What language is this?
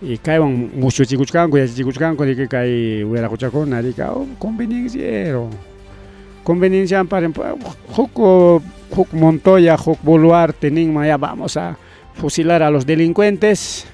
Ayacucho Quechua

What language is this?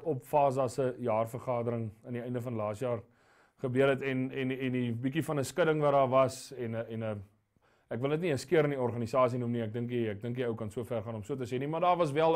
Afrikaans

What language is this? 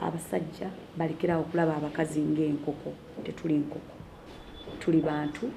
Ganda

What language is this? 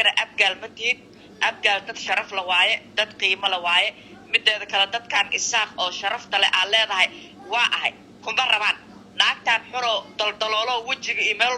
Somali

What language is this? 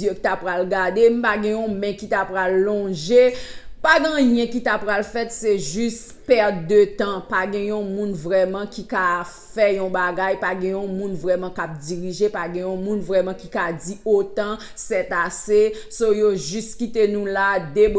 Haitian Creole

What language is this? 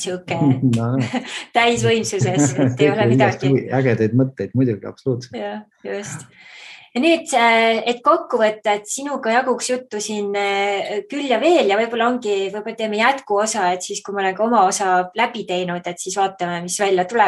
Estonian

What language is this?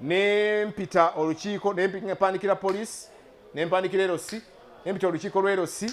Ganda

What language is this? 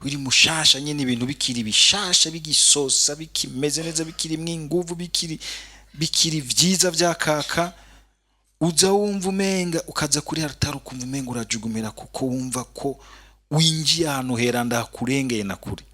Rundi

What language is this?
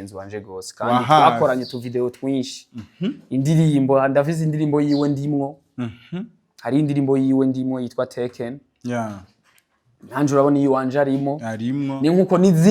Rundi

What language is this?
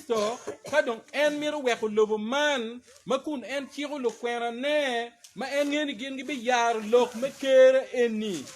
Acoli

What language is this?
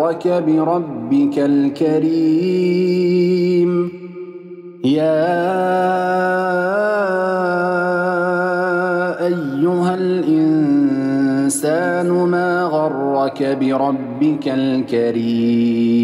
Arabic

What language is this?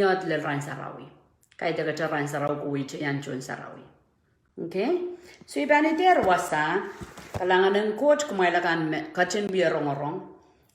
Pohnpeian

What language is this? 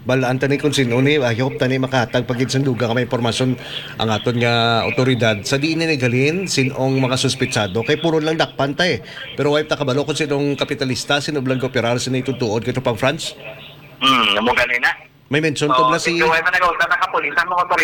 Hiligaynon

